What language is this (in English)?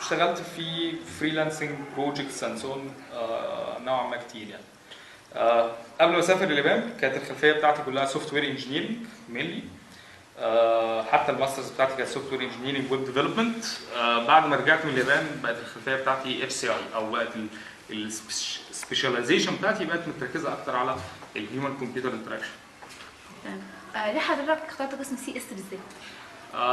Egyptian Arabic